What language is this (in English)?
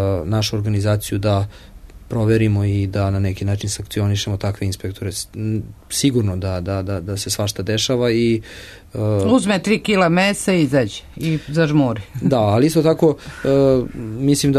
Serbian